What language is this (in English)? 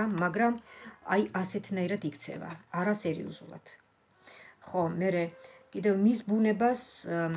Georgian